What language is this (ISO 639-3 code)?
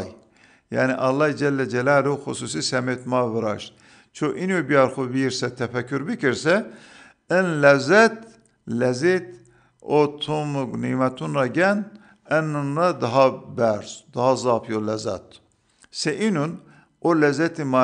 zza